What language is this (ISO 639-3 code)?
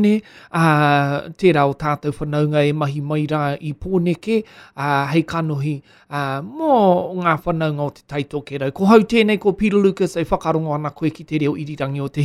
mri